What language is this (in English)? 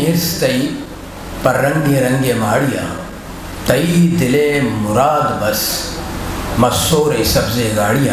Eastern Balochi